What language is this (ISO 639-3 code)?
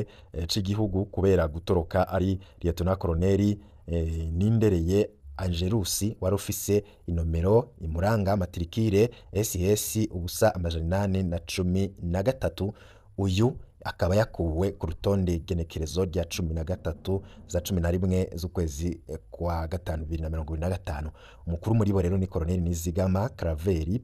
run